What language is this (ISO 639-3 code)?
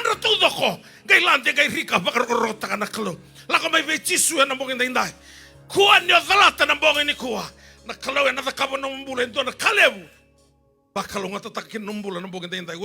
fij